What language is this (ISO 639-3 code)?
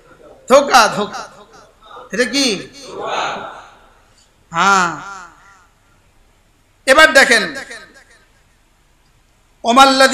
ben